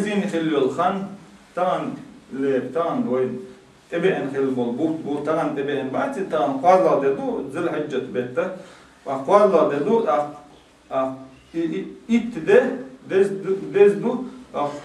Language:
Chechen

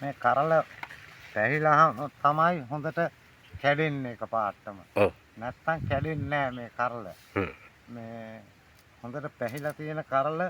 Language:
Sinhala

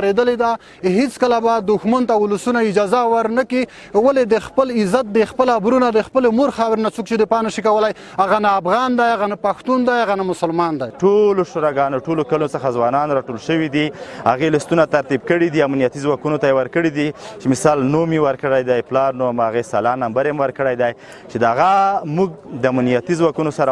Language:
Pashto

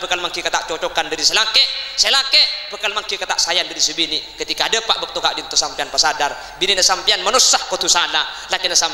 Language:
Madurese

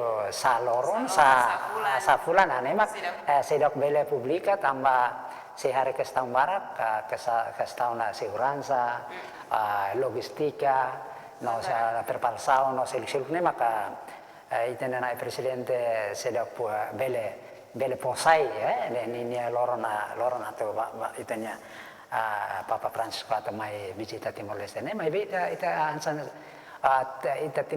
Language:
Tetum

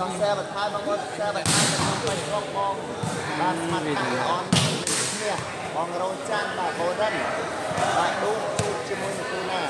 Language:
Khmer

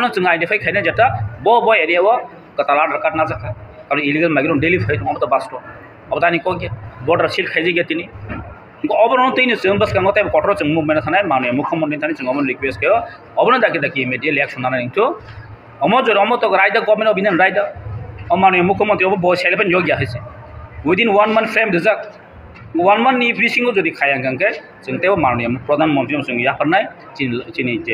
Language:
Kok Borok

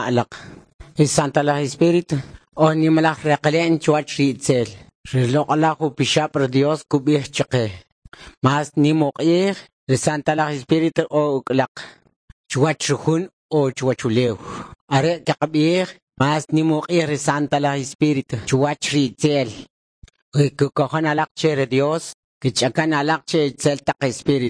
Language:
Kʼicheʼ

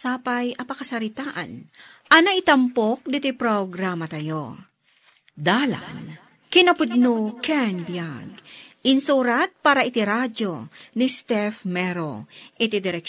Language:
Iloko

